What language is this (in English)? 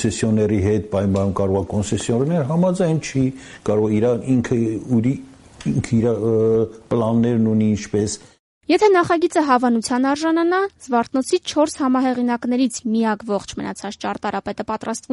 Armenian